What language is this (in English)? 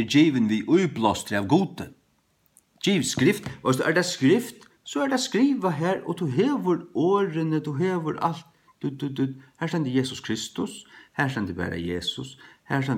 Faroese